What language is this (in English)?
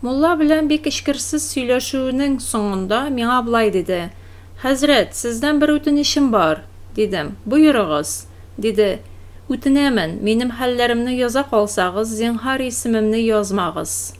Tatar